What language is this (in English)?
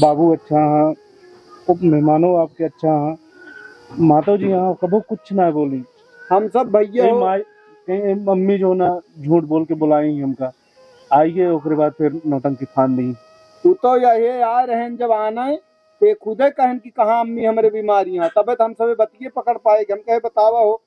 Awadhi